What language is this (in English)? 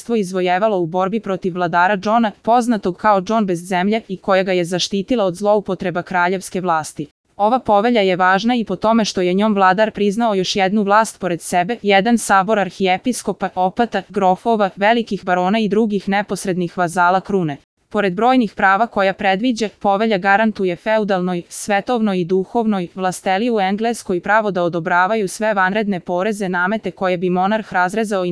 Serbian